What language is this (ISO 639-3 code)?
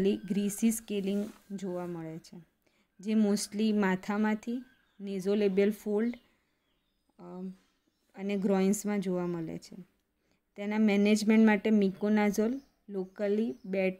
guj